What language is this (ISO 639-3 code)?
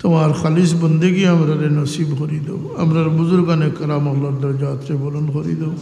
syl